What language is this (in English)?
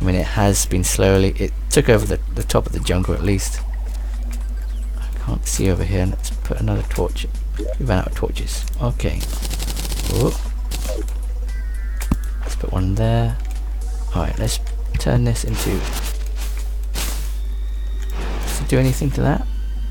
English